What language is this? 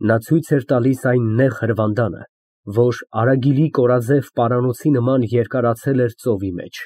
Armenian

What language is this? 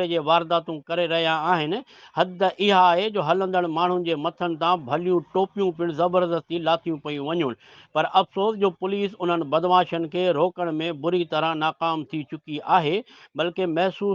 Sindhi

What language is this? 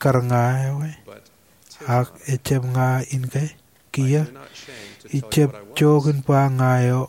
Marshallese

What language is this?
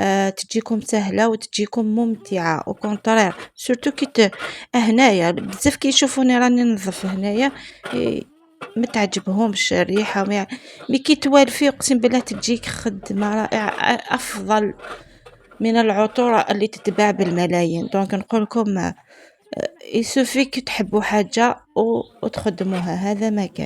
Algerian Arabic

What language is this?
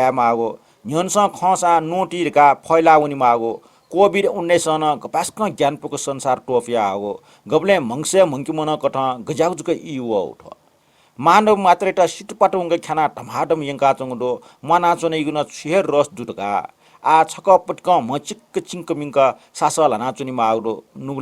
Newari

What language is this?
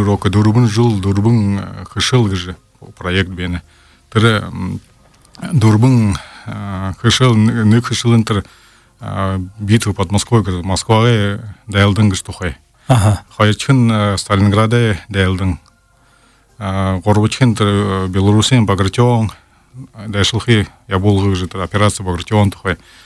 Buriat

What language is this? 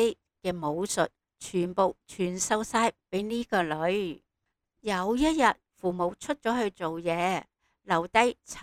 Cantonese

